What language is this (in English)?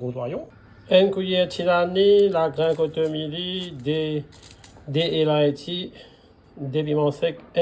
Morisyen